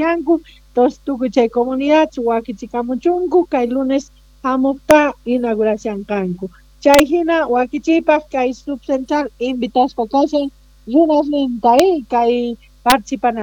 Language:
South Bolivian Quechua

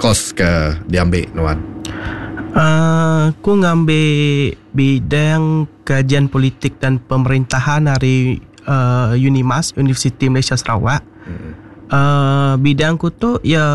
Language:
Iban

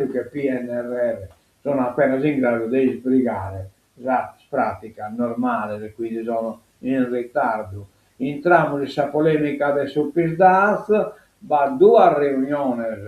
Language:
Sardinian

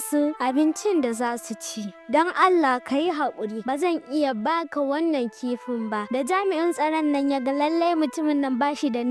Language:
Hausa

